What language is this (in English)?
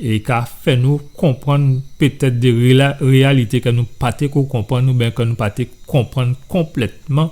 Guadeloupean Creole French